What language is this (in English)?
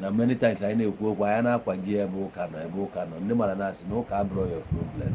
Igbo